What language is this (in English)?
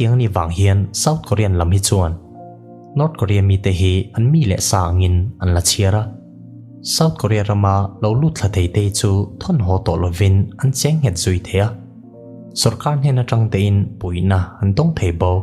Mizo